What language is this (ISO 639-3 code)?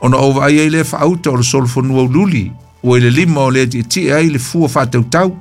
smo